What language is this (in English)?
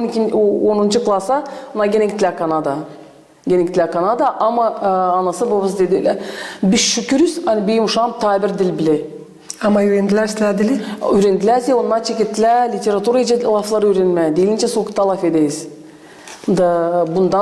Gagauz